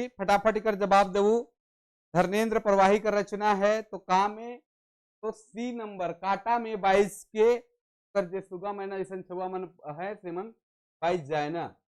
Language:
Sadri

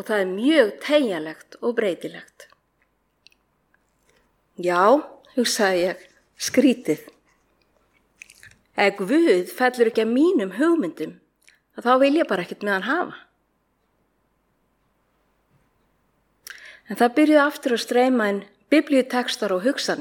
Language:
Icelandic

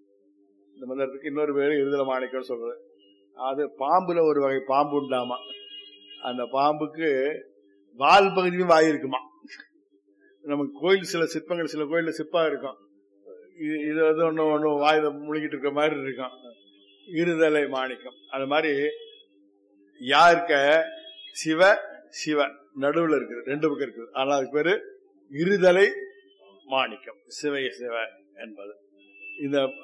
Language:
Tamil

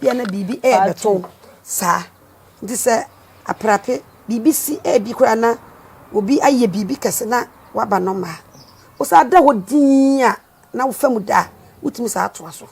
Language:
Akan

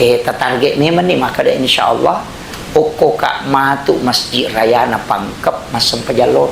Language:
Buginese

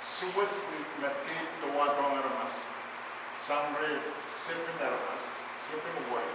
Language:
Pohnpeian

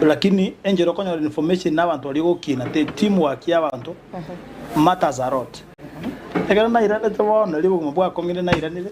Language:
Gusii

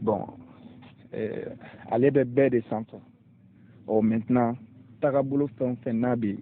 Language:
Bambara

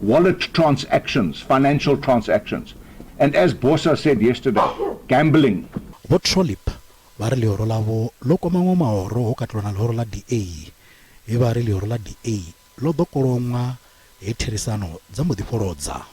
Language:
Venda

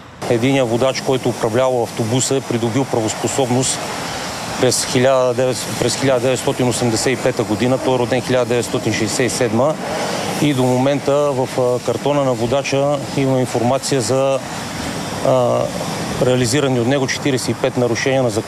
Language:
Bulgarian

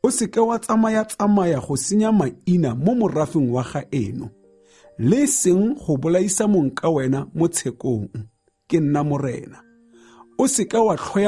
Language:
Tswana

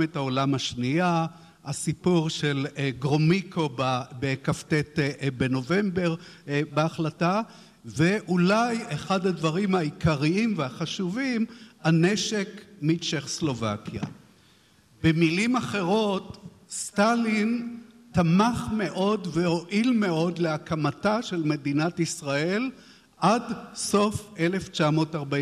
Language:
Hebrew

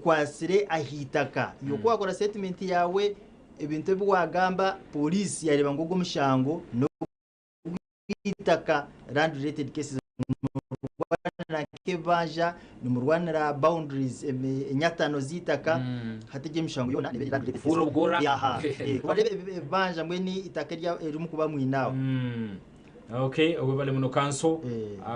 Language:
Nyankole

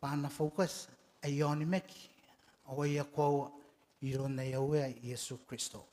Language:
Gilbertese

